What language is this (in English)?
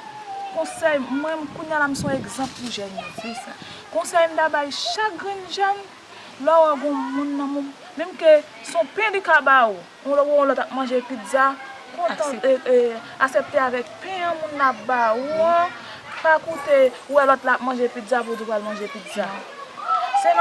Haitian Creole